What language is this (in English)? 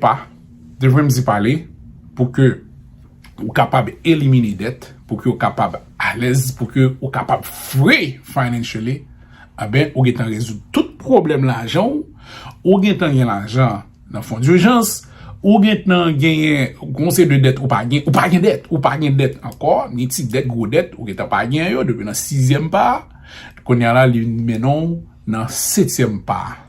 Haitian Creole